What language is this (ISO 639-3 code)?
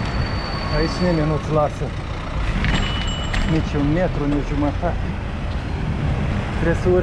ron